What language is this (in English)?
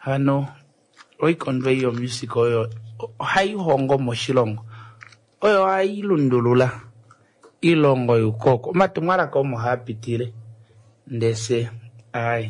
Kuanyama